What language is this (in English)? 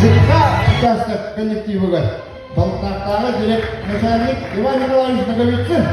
Yakut